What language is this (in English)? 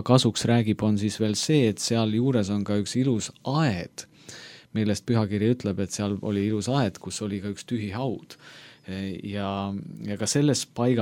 Estonian